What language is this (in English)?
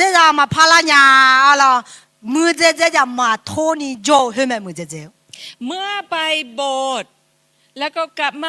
Akha